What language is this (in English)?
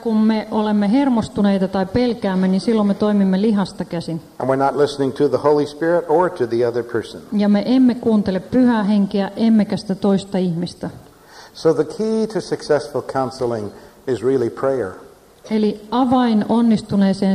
Finnish